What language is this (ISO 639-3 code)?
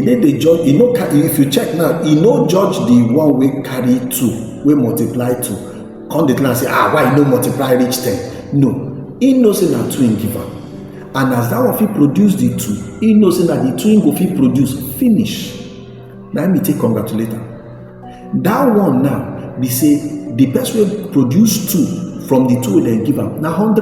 pcm